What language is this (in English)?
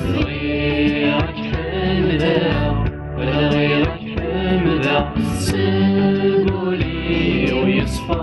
Kabyle